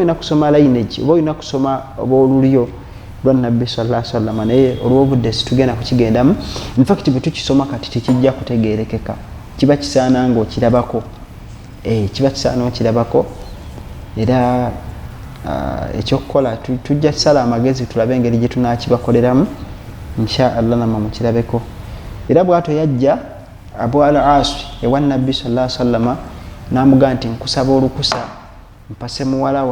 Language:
Ganda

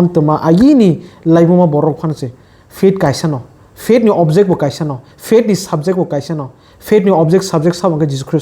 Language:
Kok Borok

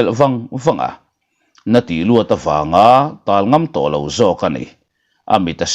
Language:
Mizo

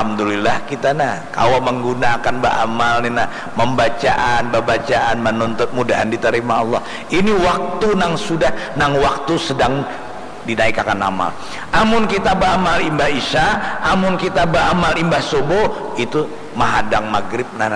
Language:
Banjar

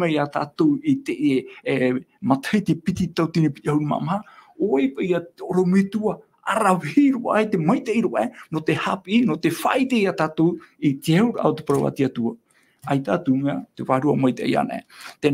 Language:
Tahitian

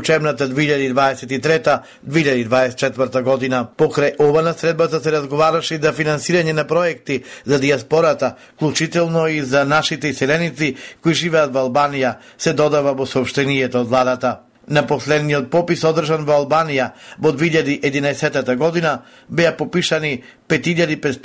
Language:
Macedonian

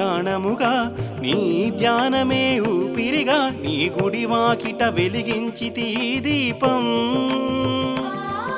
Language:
Telugu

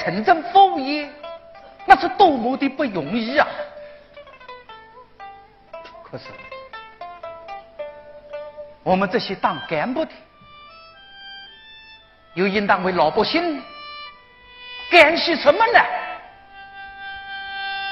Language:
Chinese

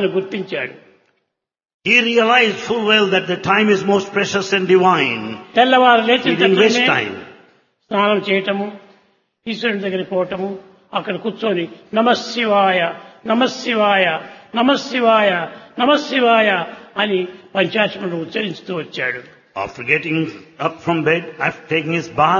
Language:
Telugu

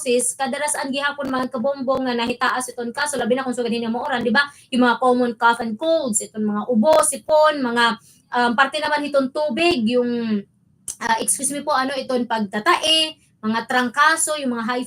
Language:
Waray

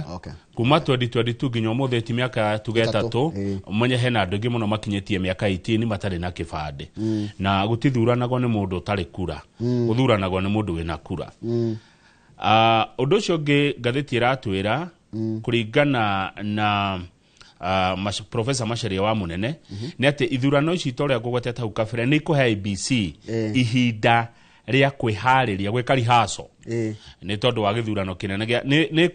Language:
Kikuyu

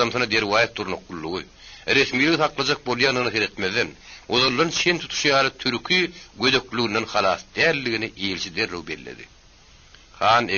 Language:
Turkmen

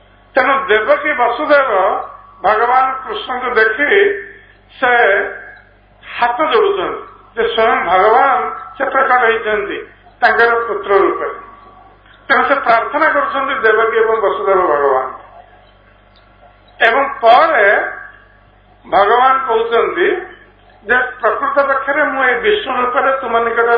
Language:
Odia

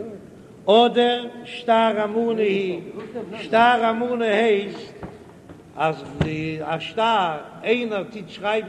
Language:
Yiddish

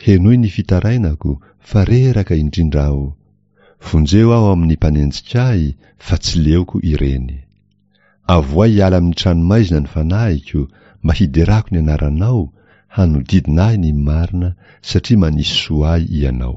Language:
Malagasy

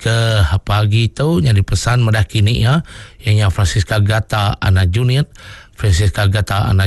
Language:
Iban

